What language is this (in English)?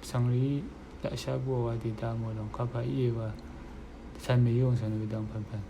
Rawang